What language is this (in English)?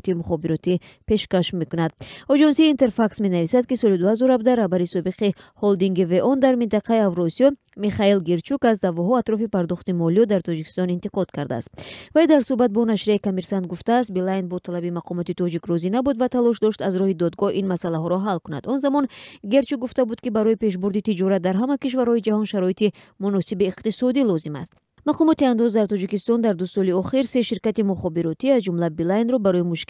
Tajik